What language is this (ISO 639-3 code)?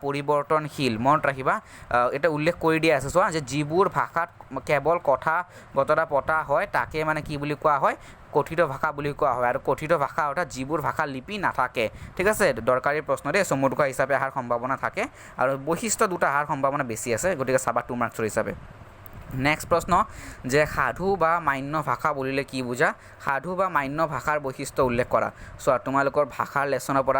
asm